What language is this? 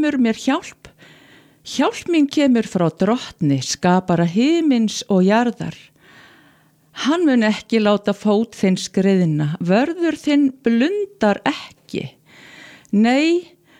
Icelandic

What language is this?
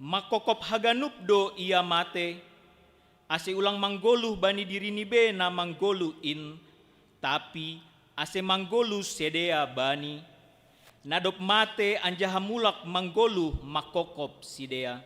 Batak Simalungun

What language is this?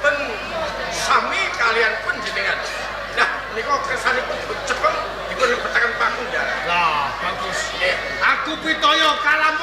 Javanese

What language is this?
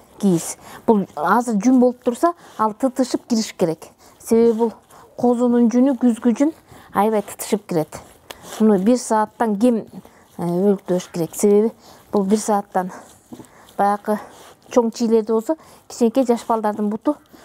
Kyrgyz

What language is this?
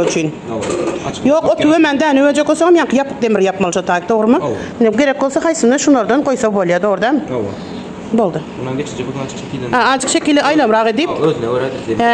Turkmen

